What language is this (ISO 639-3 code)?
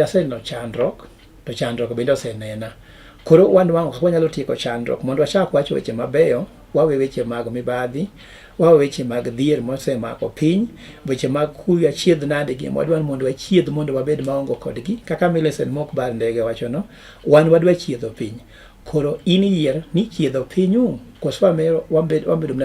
luo